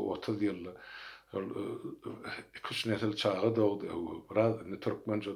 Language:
Turkmen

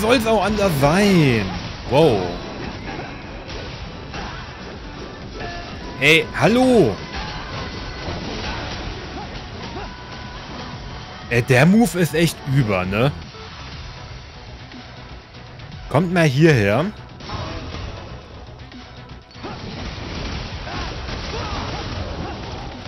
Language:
German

